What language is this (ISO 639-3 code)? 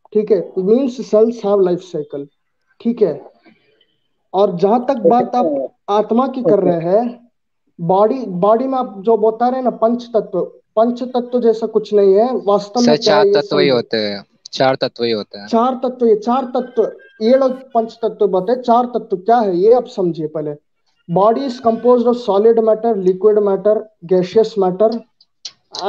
hin